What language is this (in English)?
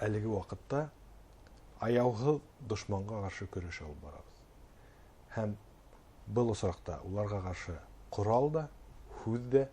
Bashkir